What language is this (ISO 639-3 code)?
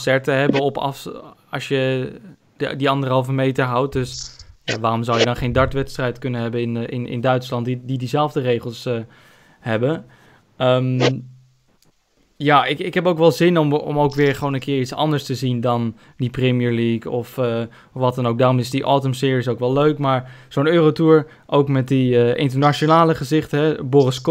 nld